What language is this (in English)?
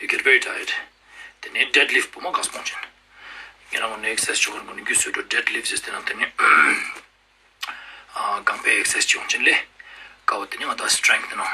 Ladakhi